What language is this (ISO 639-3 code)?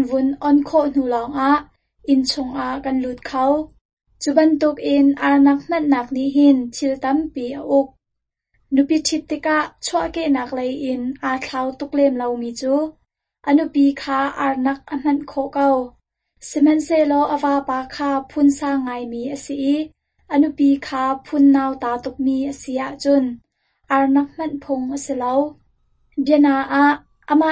cnh